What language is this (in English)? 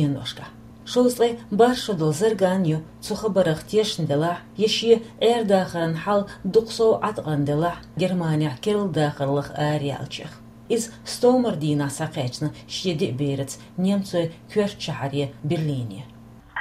Chechen